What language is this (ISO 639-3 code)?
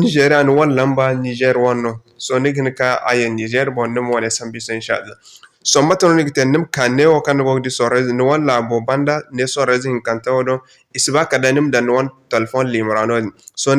dje